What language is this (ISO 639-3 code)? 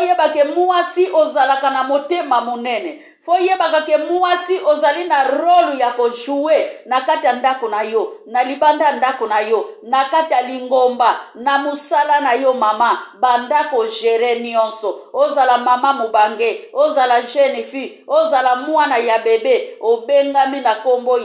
lin